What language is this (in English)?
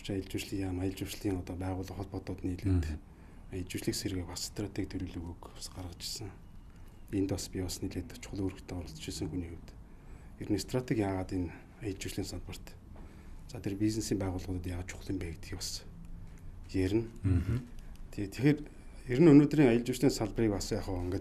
Mongolian